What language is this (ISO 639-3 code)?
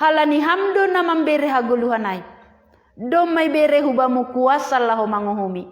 bts